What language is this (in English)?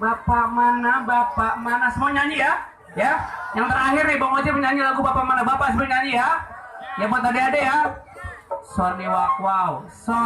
Betawi